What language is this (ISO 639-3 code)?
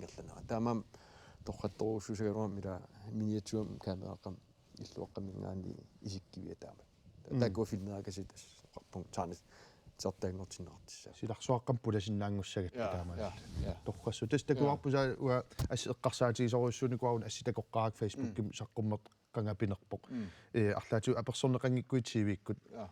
kal